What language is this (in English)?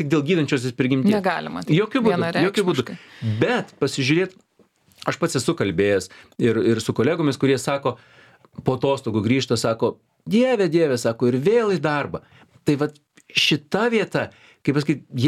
Lithuanian